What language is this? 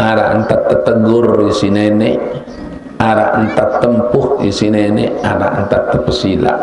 Sasak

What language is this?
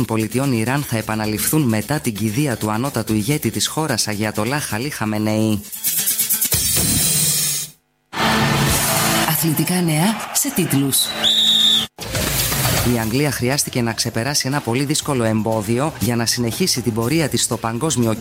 Greek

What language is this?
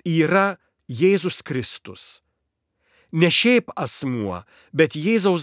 Lithuanian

